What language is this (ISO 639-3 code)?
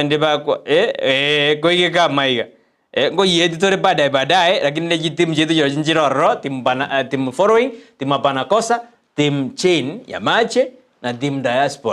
guz